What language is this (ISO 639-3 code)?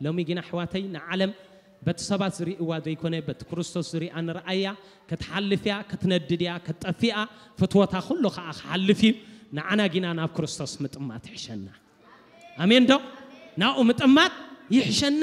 tir